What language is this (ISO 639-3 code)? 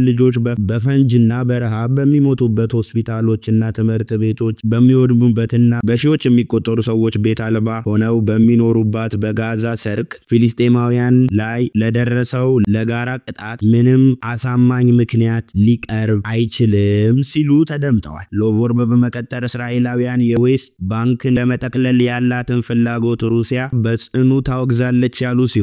amh